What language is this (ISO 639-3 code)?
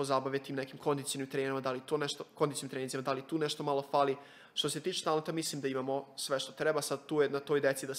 srp